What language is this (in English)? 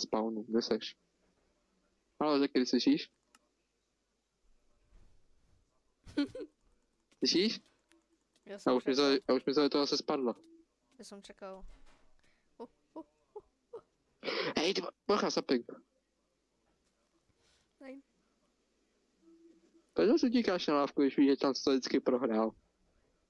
Czech